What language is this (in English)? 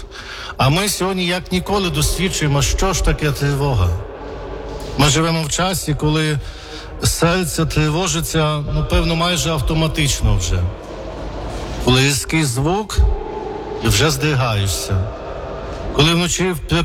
Ukrainian